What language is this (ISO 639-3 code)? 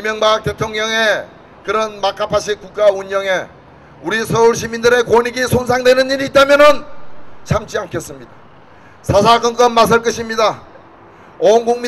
kor